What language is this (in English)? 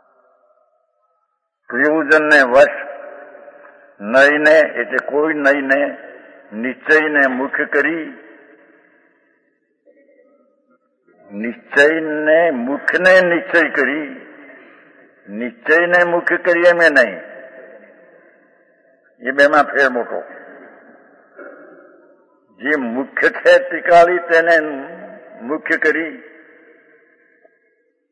Gujarati